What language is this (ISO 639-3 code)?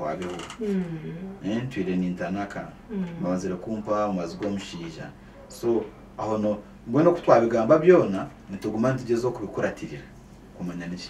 nyn